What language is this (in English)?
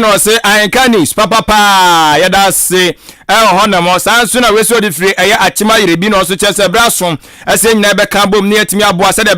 Akan